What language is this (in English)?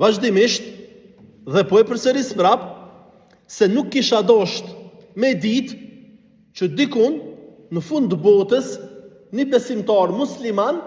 Albanian